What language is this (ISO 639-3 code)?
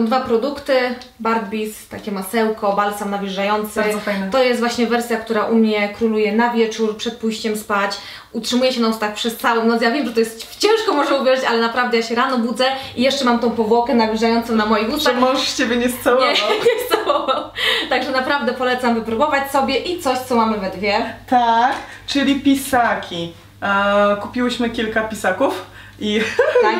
pol